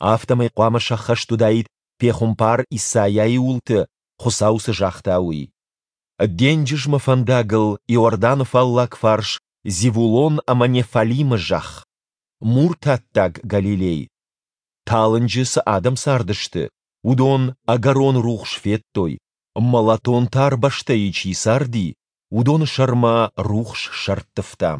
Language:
Ossetic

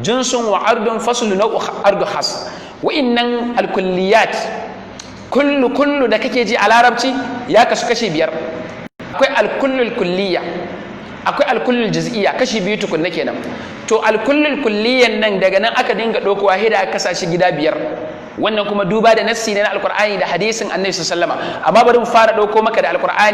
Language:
Hausa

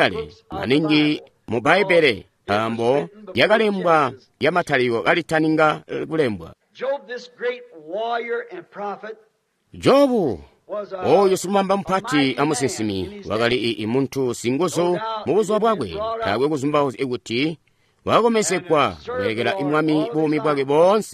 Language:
Tonga (Zambia)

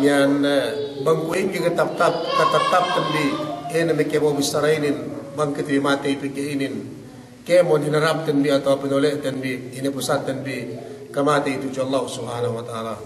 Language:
Yakan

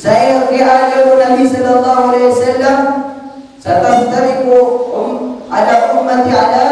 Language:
Maranao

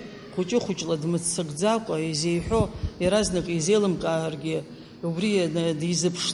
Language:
Abkhazian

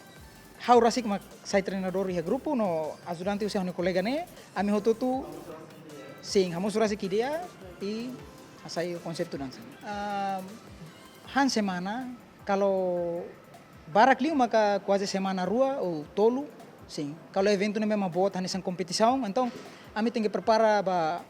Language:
Tetum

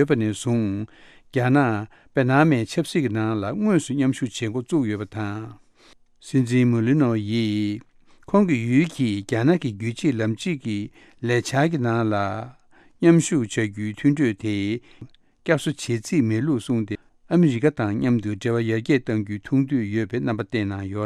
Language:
Tibetan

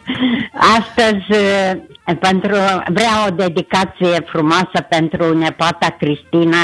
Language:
Romanian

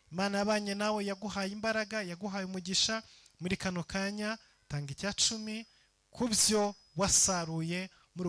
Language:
Kinyarwanda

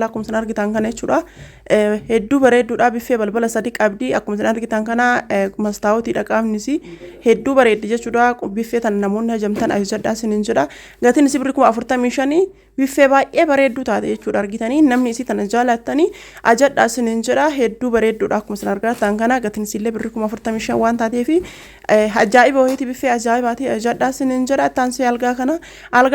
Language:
Oromo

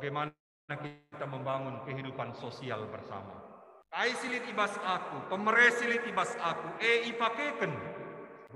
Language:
Batak Karo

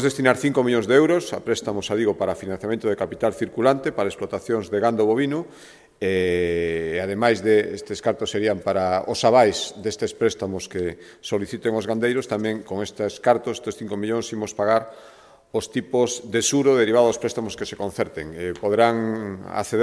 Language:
Galician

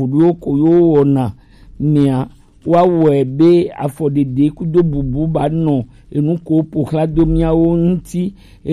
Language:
Gen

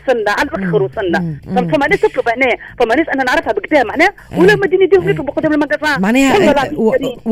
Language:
Tunisian Arabic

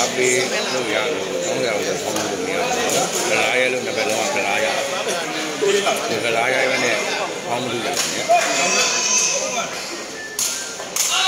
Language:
Burmese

